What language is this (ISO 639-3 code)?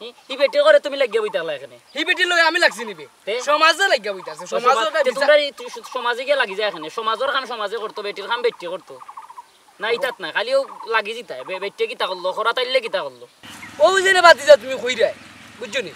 syl